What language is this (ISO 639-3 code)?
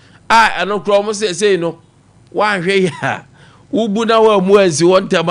aka